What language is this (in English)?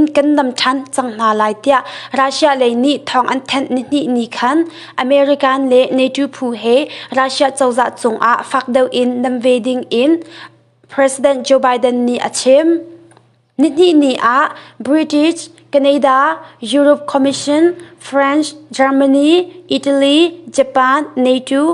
Hakha Chin